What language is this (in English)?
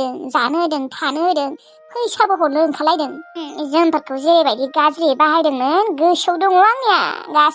Bodo